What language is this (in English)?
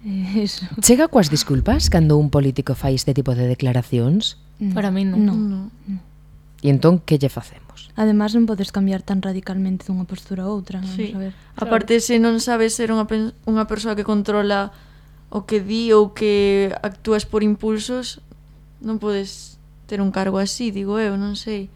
Galician